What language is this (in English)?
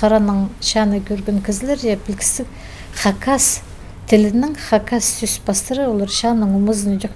Khakas